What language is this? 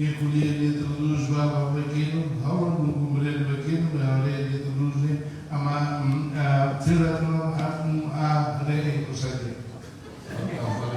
Tetum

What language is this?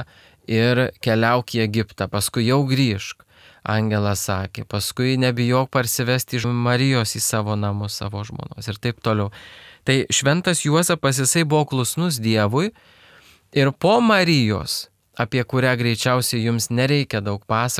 Lithuanian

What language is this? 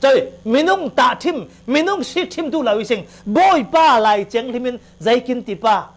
Falam Chin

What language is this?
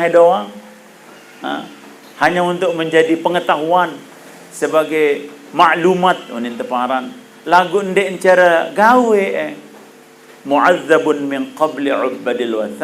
Sasak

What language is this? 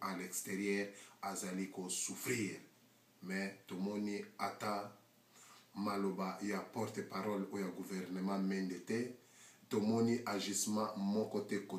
Lingala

